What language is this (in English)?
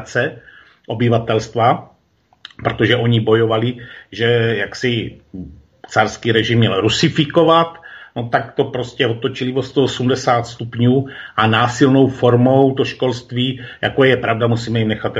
Czech